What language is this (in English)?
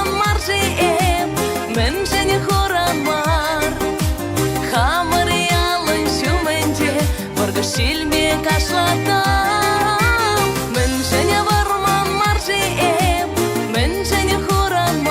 Chuvash